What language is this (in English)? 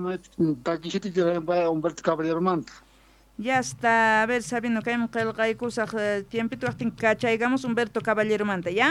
Quechua